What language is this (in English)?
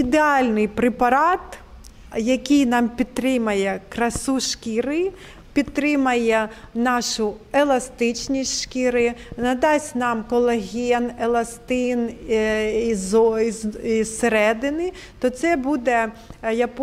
Ukrainian